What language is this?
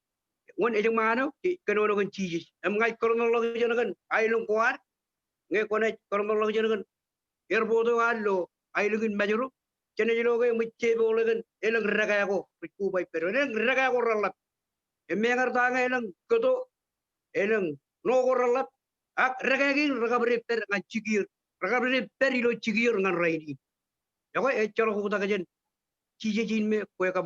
Marshallese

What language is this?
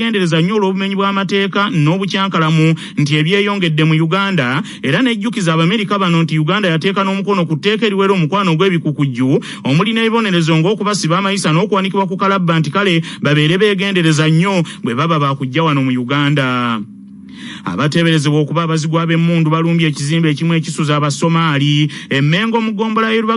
Ganda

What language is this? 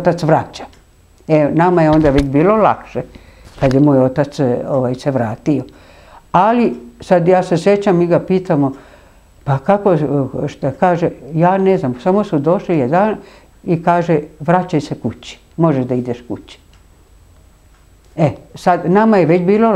Serbian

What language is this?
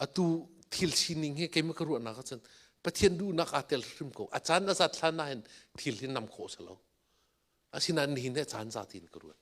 Hakha Chin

